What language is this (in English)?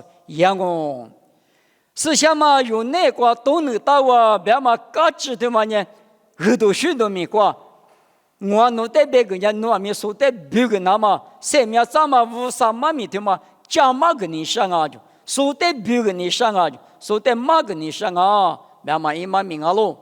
Lisu